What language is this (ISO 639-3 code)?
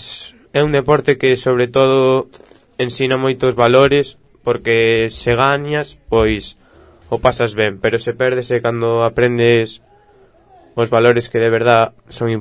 glg